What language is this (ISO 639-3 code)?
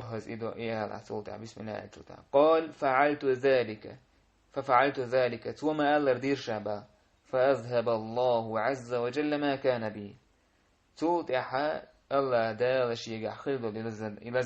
che